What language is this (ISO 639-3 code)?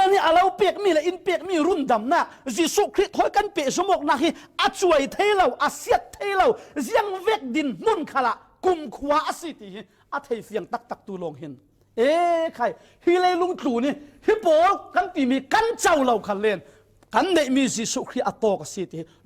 cfm